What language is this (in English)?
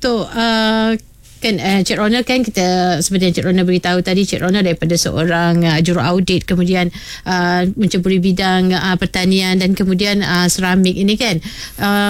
Malay